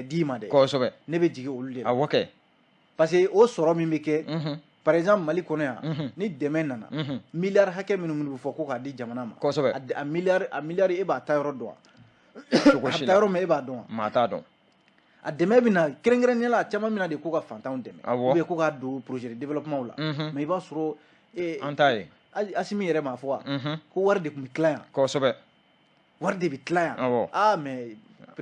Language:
Bambara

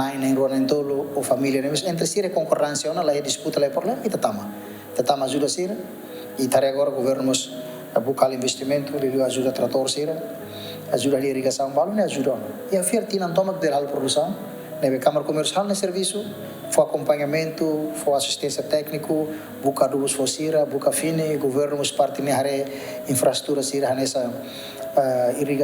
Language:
Tetum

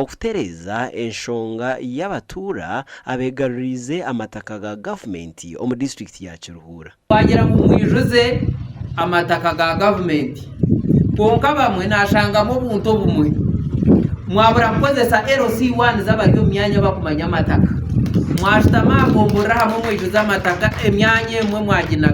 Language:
Nyankole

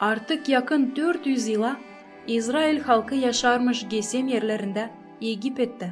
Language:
Gagauz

